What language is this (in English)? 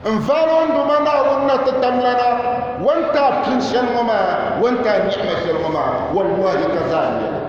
Dagbani